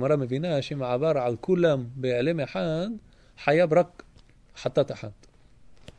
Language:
Hebrew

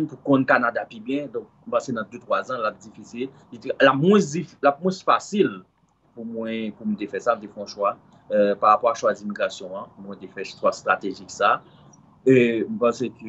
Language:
Haitian Creole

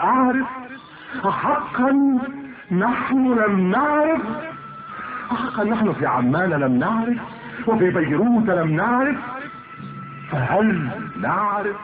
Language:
Arabic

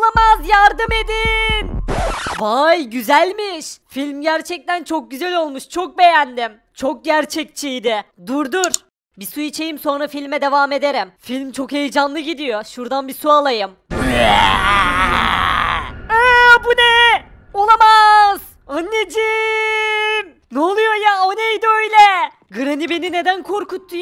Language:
Turkish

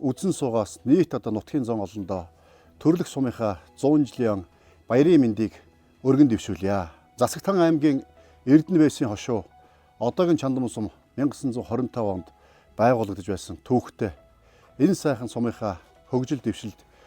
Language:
Mongolian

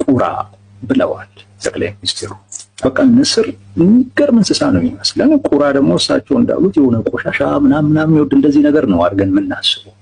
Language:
Amharic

